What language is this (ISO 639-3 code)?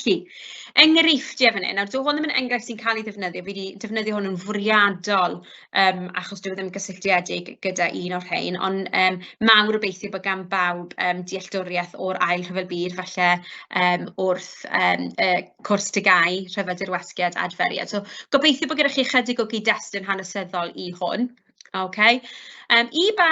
cym